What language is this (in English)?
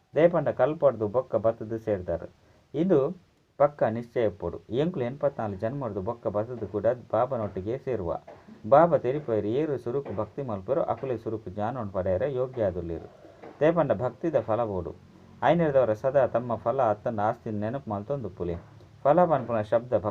Tulu